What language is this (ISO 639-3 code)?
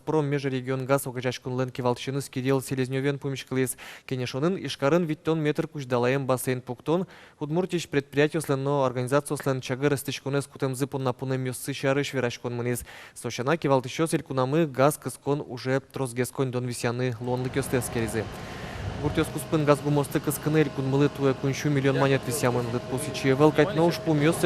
udm